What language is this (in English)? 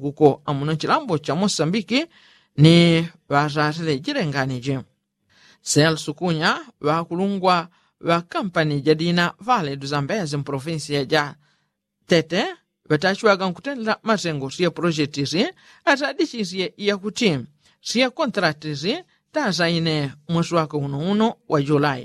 Yao